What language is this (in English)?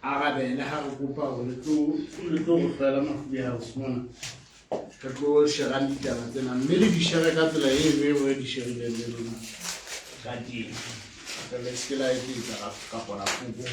Southern Sotho